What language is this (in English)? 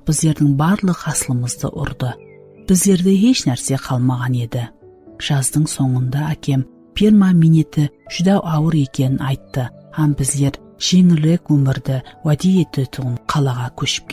Kara-Kalpak